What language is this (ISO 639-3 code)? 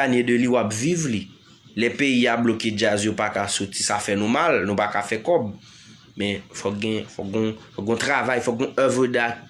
hat